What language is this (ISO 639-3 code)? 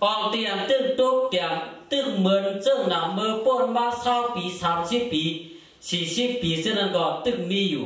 shn